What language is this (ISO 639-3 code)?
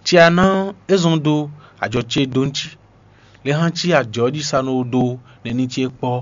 fon